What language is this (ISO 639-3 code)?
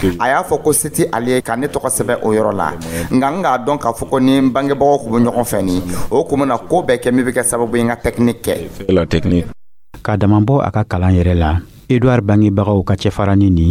dyu